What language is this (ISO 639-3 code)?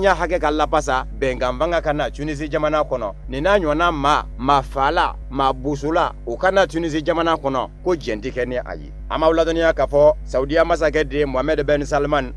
bam